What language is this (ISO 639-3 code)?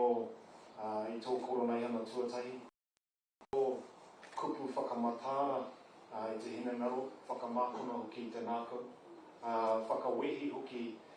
mri